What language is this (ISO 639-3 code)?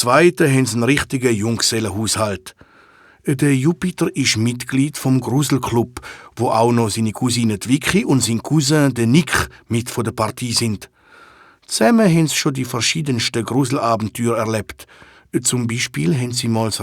gsw